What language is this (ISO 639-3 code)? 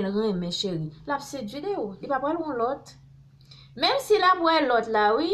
hat